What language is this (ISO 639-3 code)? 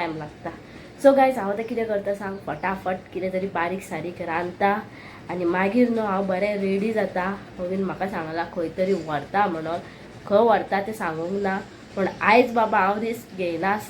kok